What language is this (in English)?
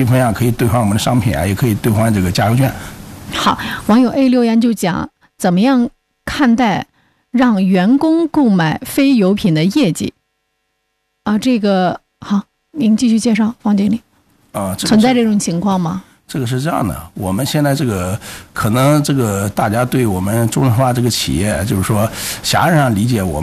Chinese